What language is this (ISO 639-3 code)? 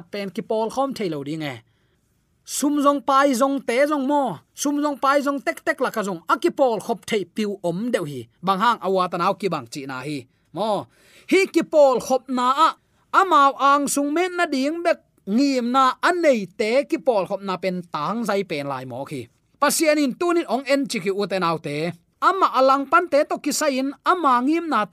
ctd